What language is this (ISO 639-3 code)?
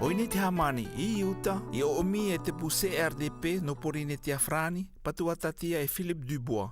mqm